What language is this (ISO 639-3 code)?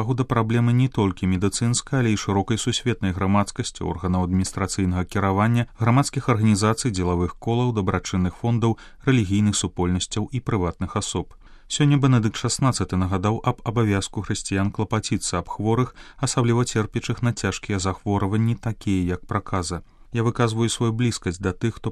bel